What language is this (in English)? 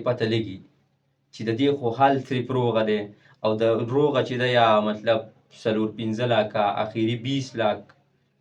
Pashto